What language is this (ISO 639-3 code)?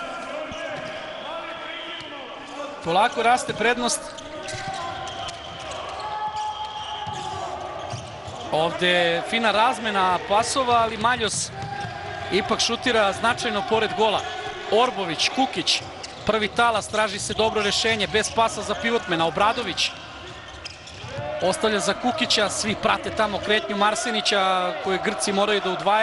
srp